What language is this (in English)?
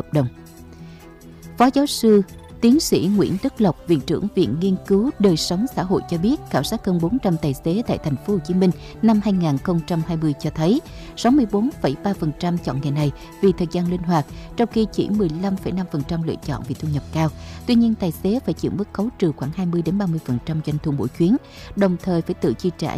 Vietnamese